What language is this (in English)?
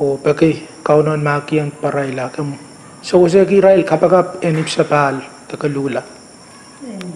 Pohnpeian